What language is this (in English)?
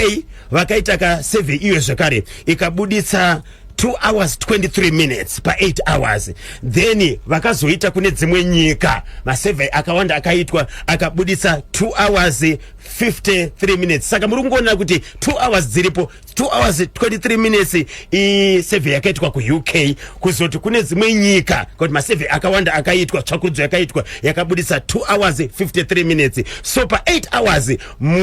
Shona